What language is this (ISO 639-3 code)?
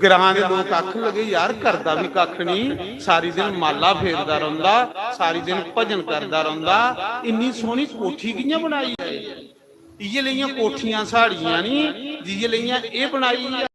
doi